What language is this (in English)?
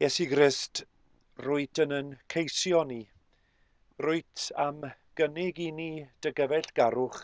Welsh